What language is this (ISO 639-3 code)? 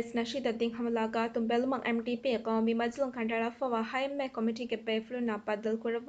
div